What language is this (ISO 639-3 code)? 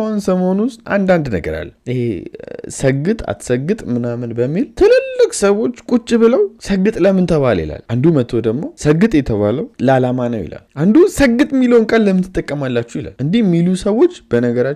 amh